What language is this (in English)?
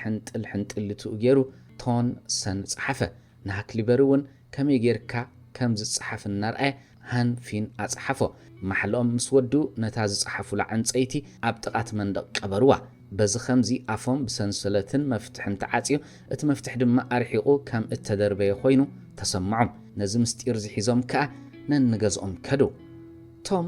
Tigrinya